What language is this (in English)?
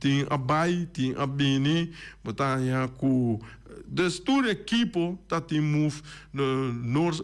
Papiamento